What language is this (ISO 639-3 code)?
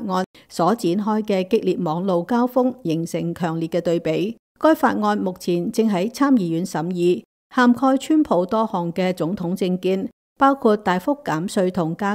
yue